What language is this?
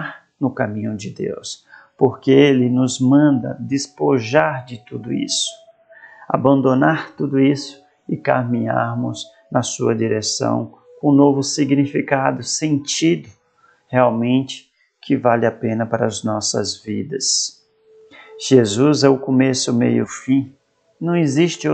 Portuguese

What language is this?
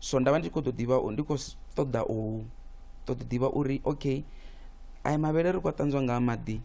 Venda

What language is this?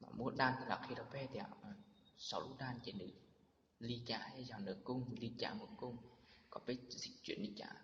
Hmong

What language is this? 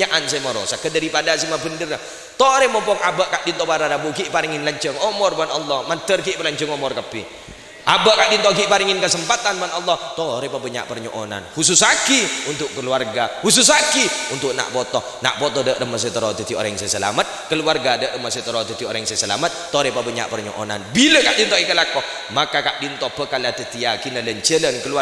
Madurese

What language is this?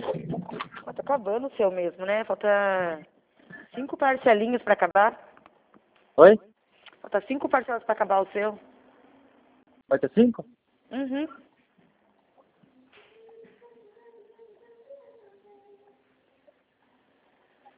Portuguese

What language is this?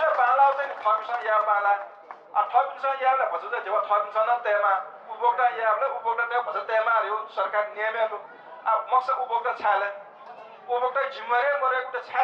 Newari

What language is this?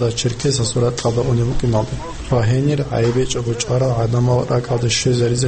Avaric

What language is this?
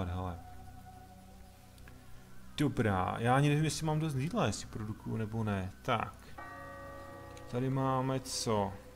Czech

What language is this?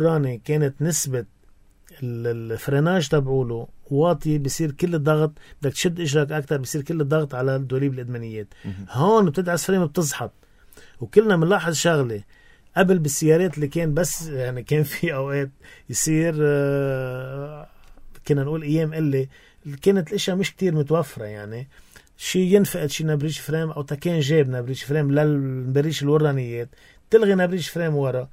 North Levantine Arabic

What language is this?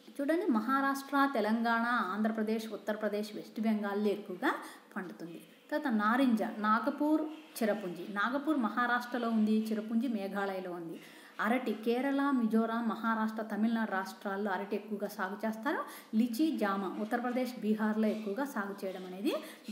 Telugu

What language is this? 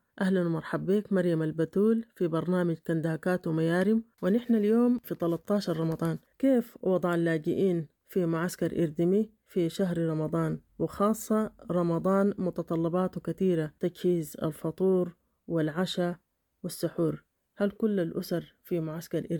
Sudanese Arabic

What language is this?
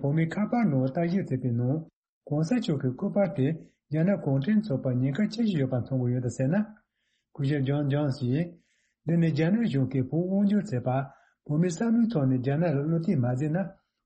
Tibetan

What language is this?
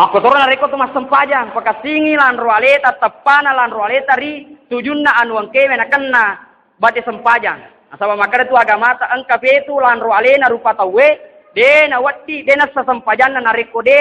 Buginese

